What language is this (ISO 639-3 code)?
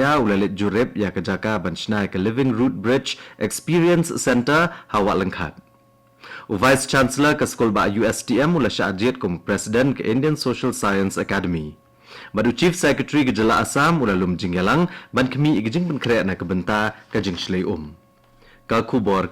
kha